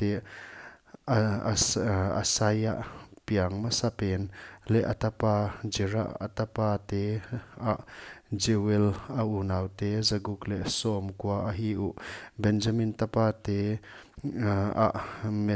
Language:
Paite Chin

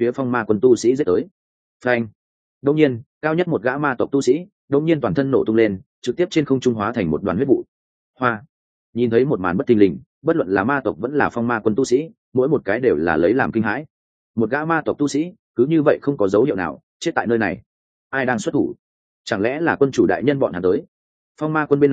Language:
Vietnamese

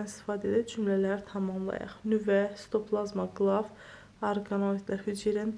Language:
Azerbaijani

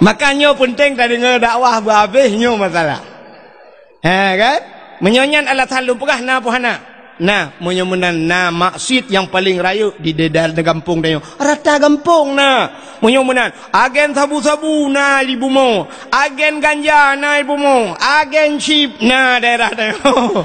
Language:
Achinese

